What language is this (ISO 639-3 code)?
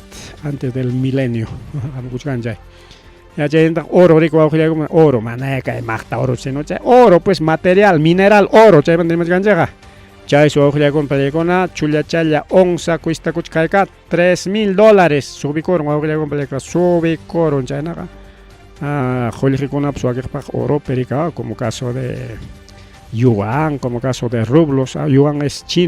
quy